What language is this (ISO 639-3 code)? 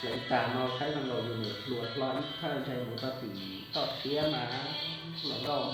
hmn